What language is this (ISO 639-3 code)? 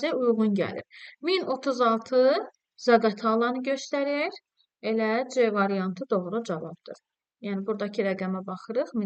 aze